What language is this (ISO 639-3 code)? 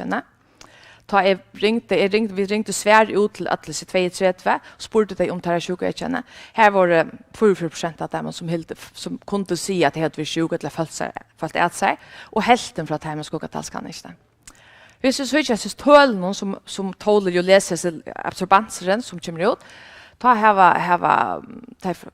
fao